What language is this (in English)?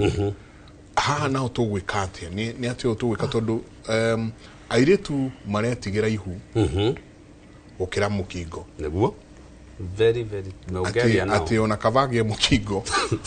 Kikuyu